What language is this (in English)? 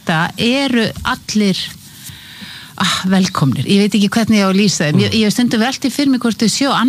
Icelandic